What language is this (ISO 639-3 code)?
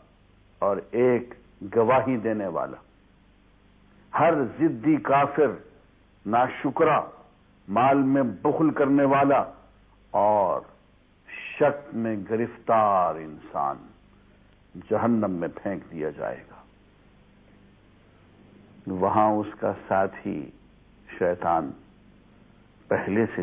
urd